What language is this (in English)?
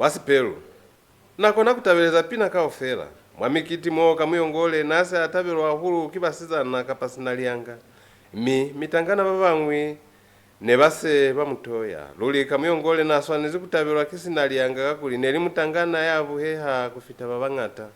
Lozi